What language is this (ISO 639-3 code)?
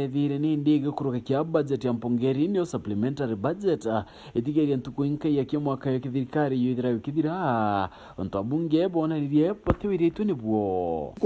mer